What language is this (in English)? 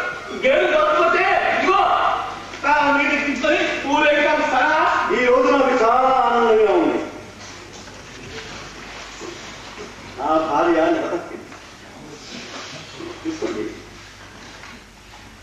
Telugu